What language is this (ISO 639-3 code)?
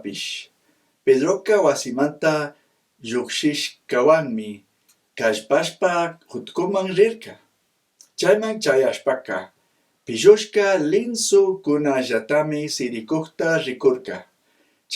qug